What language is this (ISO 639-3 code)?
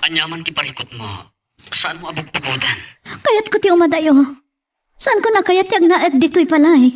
ilo